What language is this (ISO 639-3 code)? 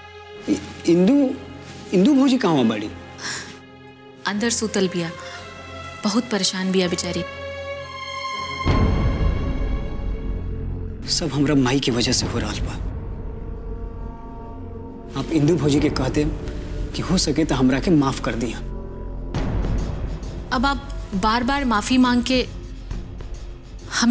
bho